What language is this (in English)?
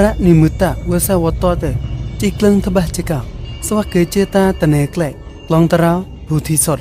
Mon